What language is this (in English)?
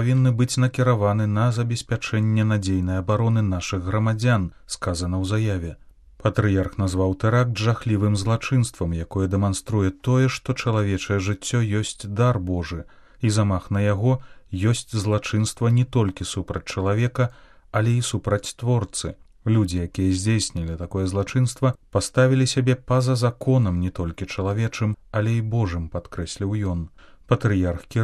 Belarusian